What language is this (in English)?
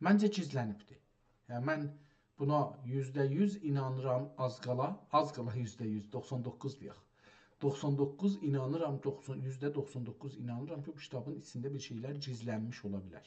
South Azerbaijani